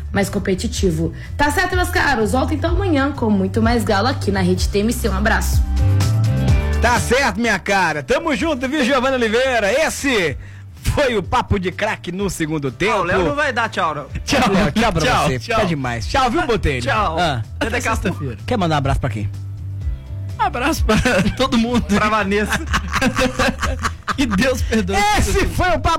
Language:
Portuguese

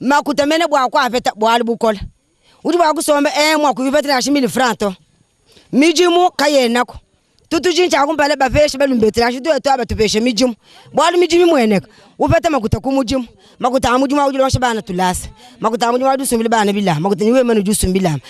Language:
Luba-Lulua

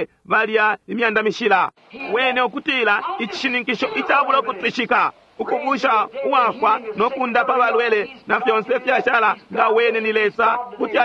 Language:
Bemba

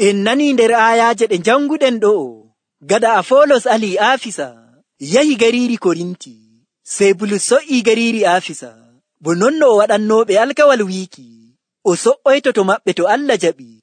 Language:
Nigerian Fulfulde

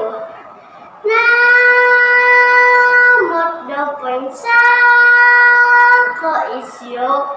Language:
Central Dusun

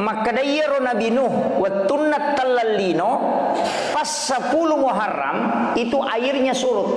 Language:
Buginese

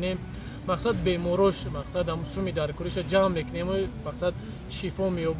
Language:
Tajik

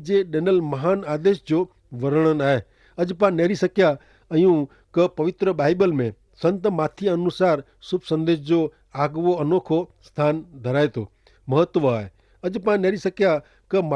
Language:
Kachhi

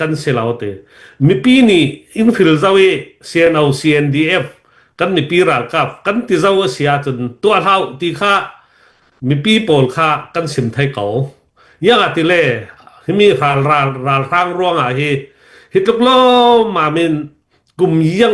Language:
Hakha Chin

